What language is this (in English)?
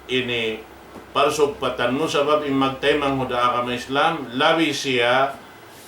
Tausug